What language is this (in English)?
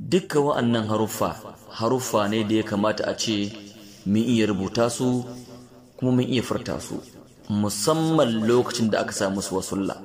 Hausa